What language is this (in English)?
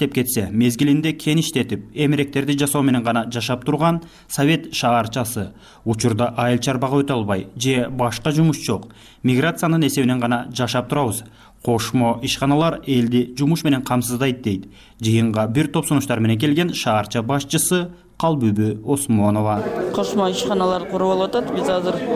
Kyrgyz